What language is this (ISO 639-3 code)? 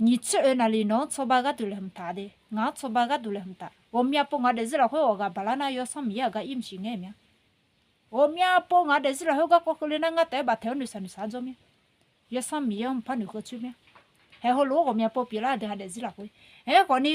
ahk